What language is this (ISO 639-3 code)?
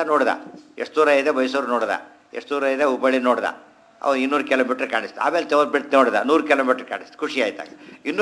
kan